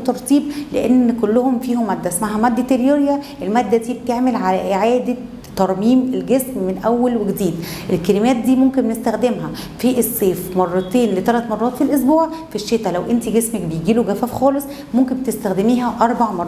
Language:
Egyptian Arabic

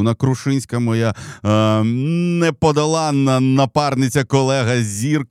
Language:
Ukrainian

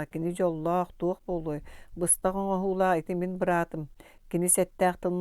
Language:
Yakut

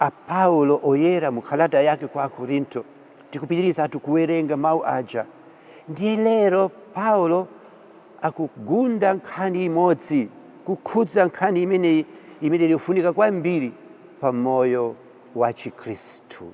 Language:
Nyanja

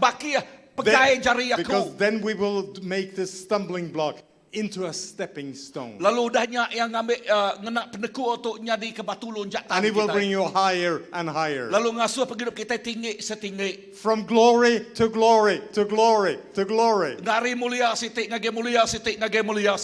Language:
Iban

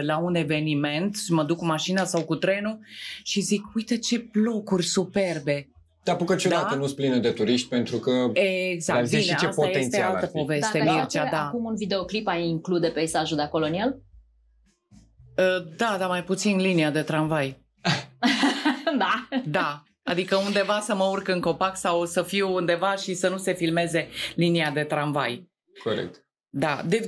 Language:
Romanian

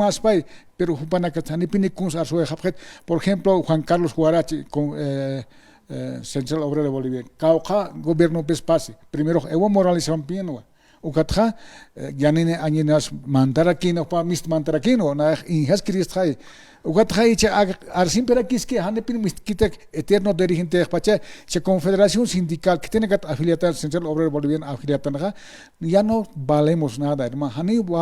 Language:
Aymara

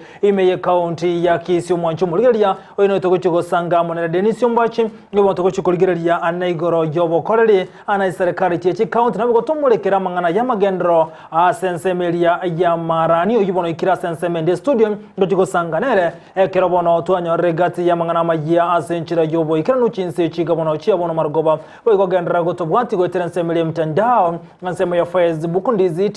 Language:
Gusii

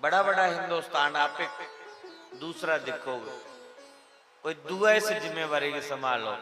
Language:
Dogri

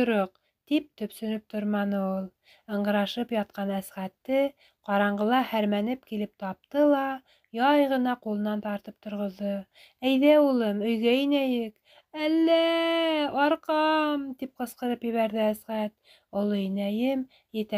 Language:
Bashkir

